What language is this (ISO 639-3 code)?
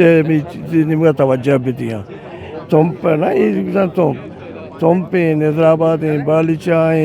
bgp